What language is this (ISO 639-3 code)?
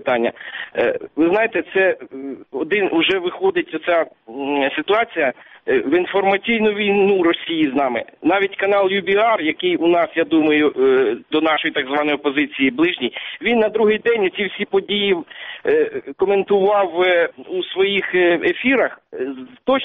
ukr